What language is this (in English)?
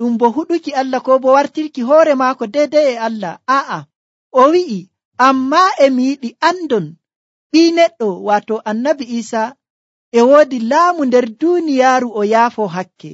Nigerian Fulfulde